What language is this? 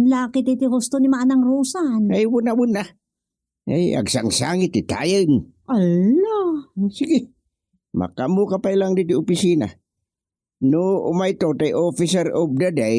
Iloko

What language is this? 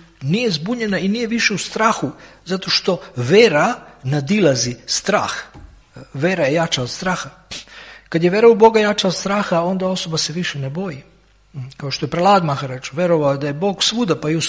Serbian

